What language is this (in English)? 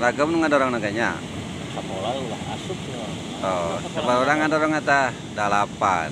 Sundanese